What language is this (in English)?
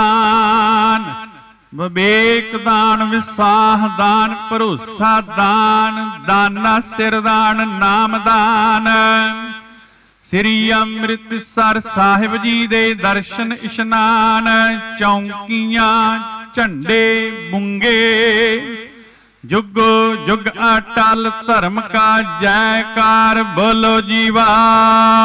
Punjabi